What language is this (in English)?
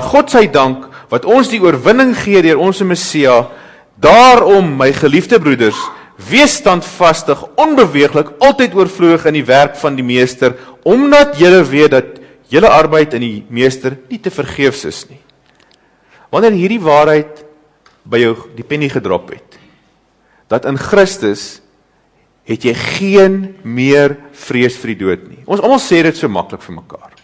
Afrikaans